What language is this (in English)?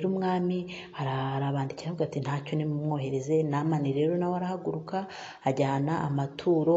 Kinyarwanda